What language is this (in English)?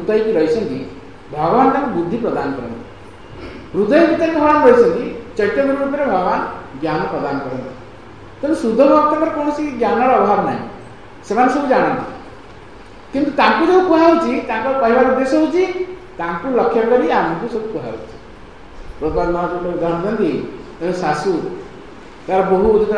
Odia